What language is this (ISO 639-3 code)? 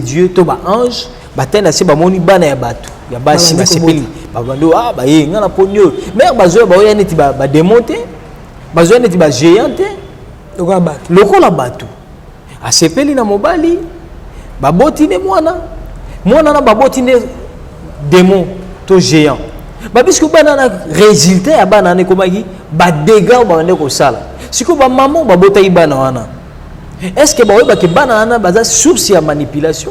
lin